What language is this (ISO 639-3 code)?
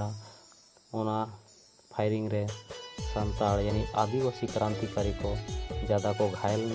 sat